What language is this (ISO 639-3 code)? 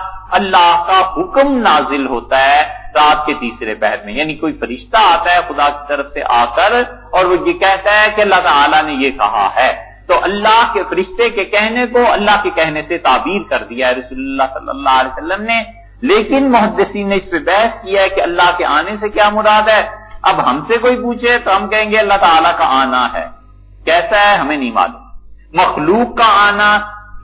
urd